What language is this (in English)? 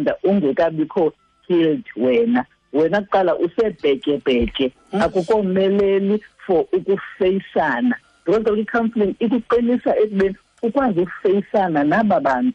Xhosa